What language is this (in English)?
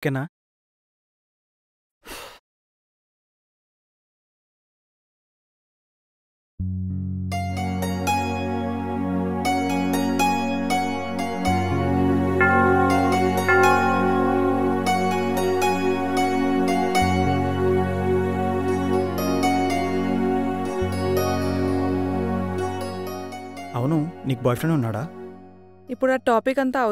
Telugu